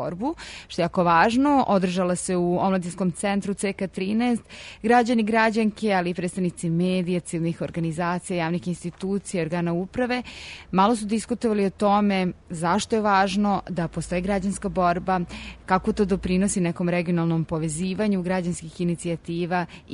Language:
Serbian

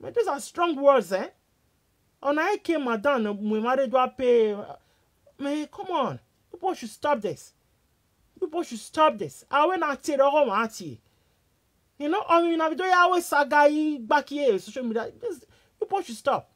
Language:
Nigerian Pidgin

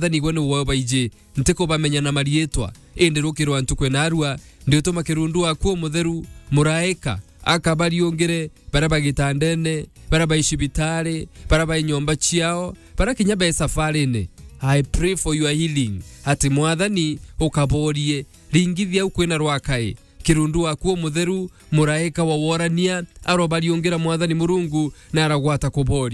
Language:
Meru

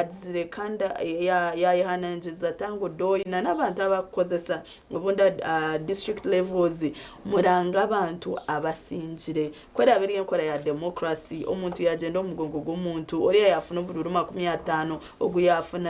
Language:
Nyankole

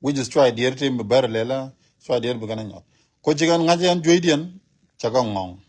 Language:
Nuer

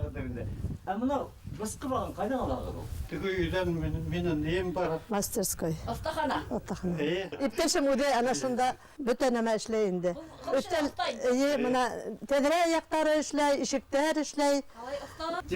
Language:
Bashkir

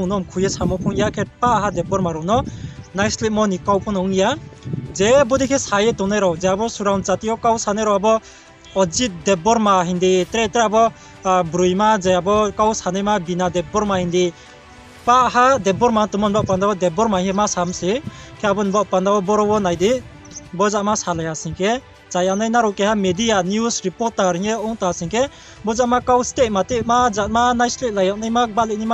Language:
Riang (India)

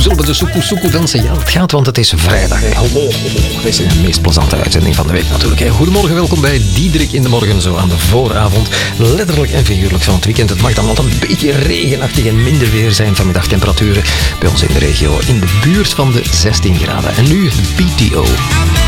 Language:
Dutch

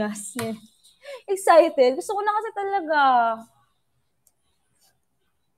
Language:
Filipino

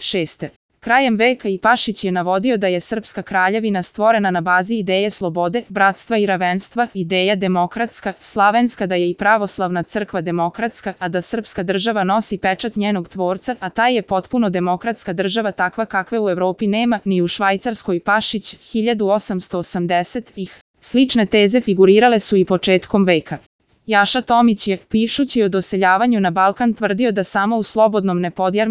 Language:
Serbian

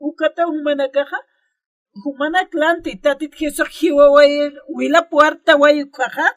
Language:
Aymara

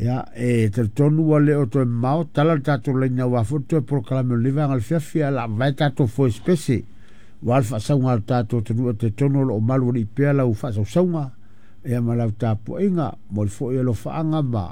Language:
Samoan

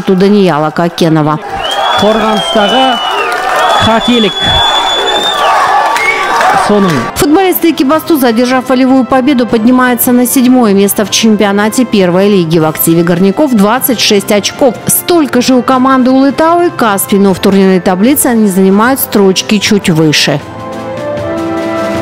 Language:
Russian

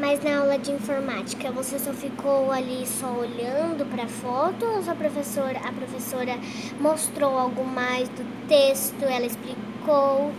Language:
Portuguese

